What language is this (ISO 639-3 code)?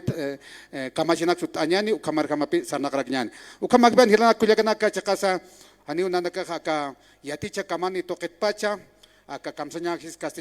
aym